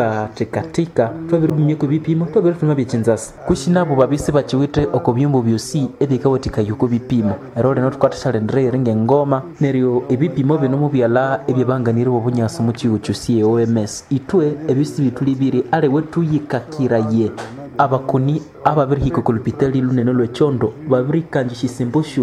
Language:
Nande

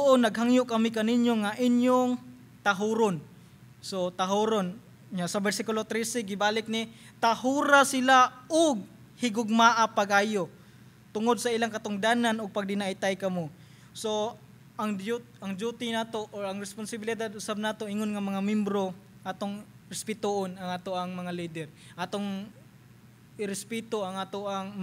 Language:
Cebuano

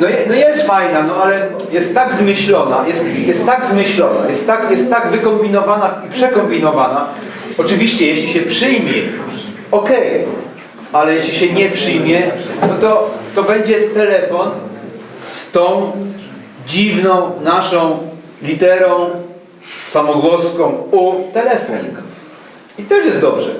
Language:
Silesian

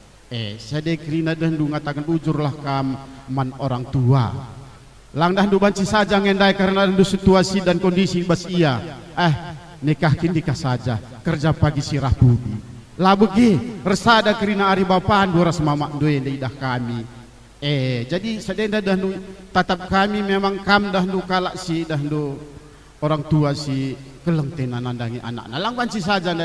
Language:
Batak Karo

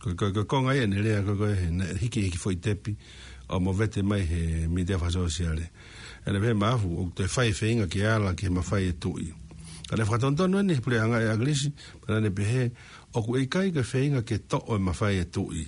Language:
Tongan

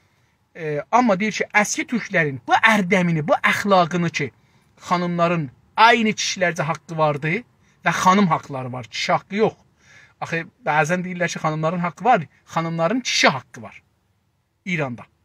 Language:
South Azerbaijani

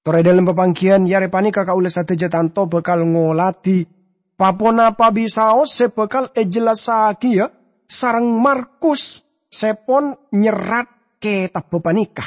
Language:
Madurese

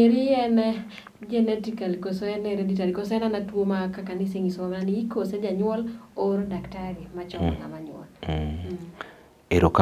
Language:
Luo (Kenya and Tanzania)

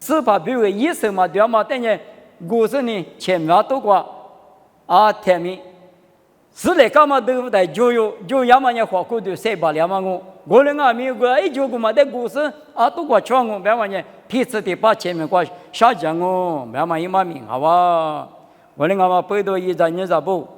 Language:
Lisu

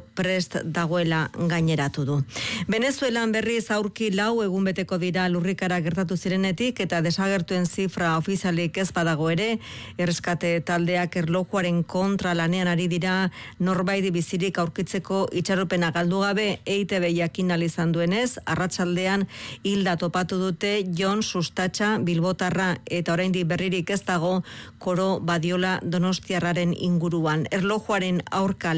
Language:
Basque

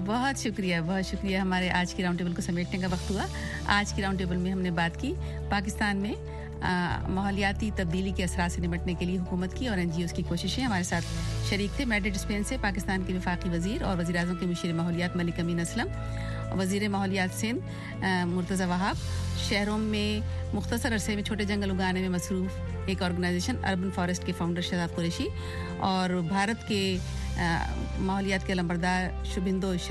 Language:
Urdu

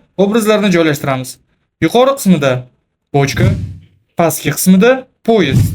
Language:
Uzbek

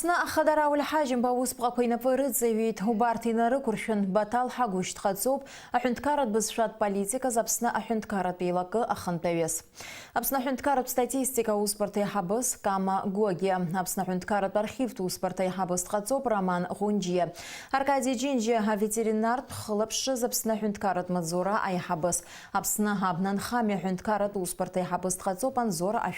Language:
Abkhazian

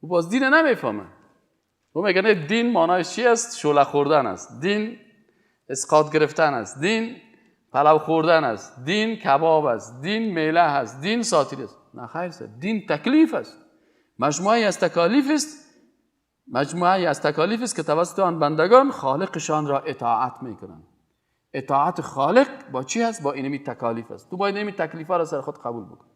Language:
Persian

